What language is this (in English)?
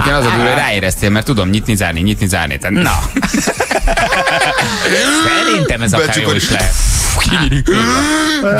Hungarian